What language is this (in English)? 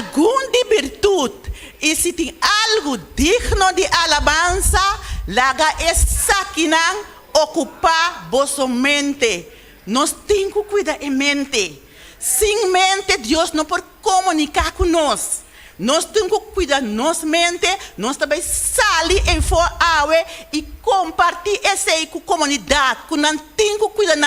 Papiamento